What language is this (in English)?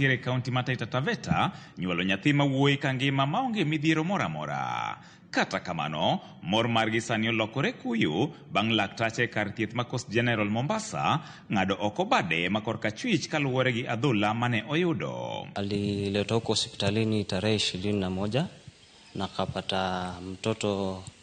Luo (Kenya and Tanzania)